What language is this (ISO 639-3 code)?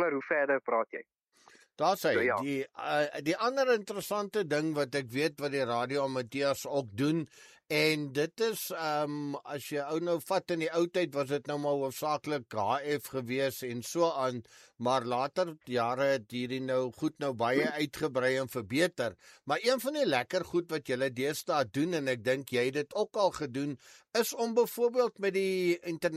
afr